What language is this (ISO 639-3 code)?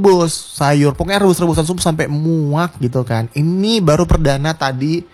ind